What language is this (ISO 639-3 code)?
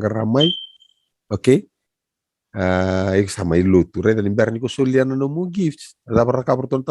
fij